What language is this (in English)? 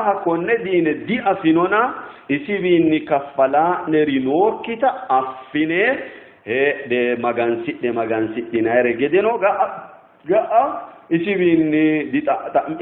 Sidamo